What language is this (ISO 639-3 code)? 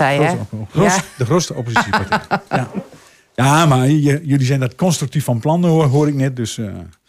nld